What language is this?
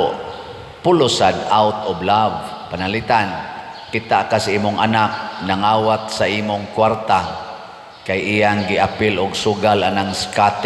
Cebuano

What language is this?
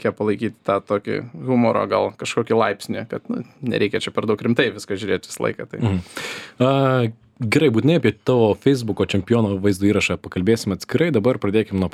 Lithuanian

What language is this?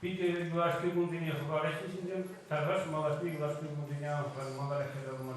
Chuvash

